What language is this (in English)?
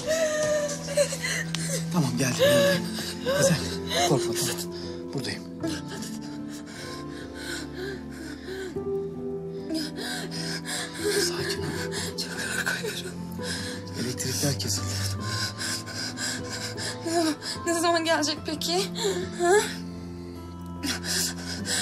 Turkish